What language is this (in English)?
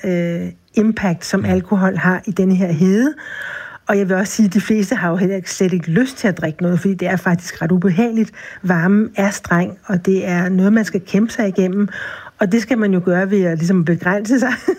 Danish